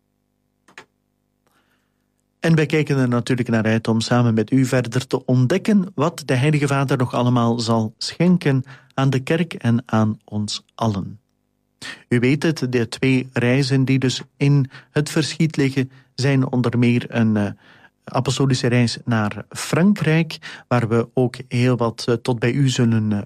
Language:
Dutch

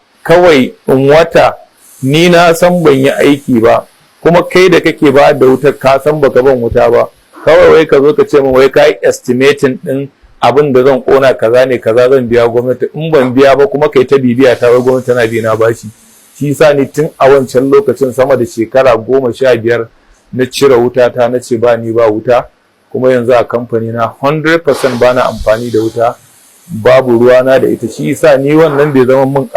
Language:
Hausa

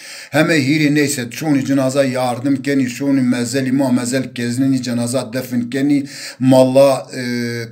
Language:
Zaza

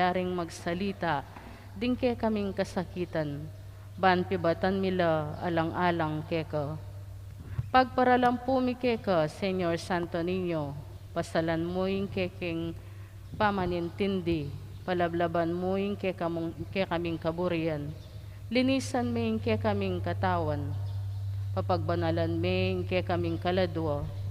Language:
Pampanga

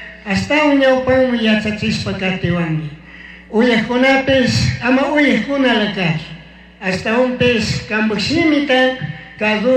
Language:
Chimborazo Highland Quichua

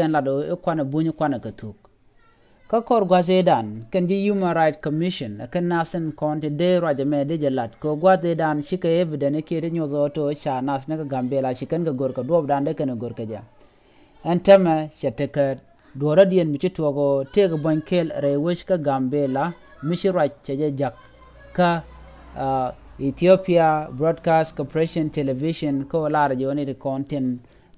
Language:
Nuer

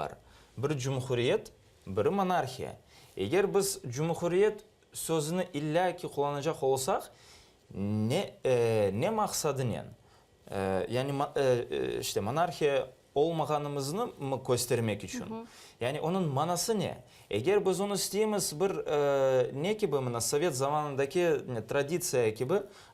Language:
Crimean Tatar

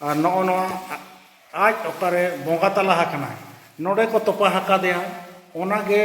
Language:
Santali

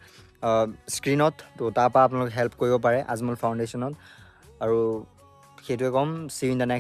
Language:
Assamese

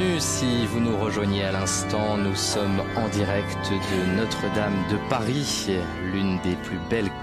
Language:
French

